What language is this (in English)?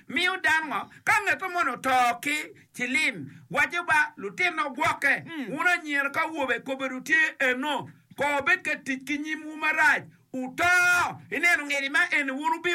Acoli